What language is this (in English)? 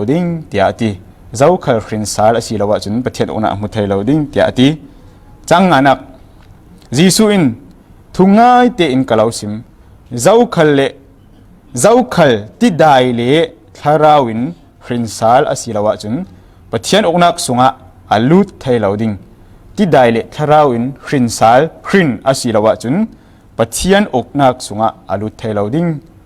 Falam Chin